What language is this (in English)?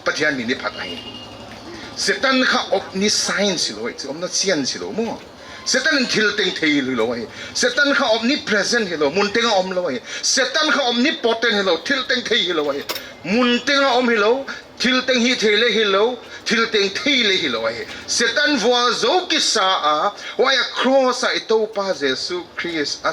Paite Chin